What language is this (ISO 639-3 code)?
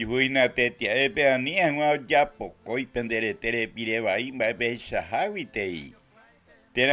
grn